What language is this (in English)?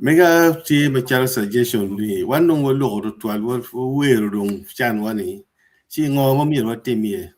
Acoli